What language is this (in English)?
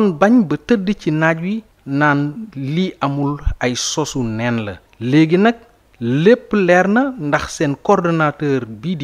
Wolof